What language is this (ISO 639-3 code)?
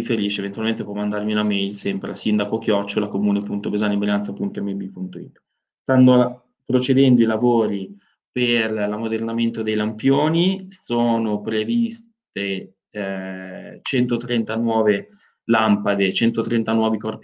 ita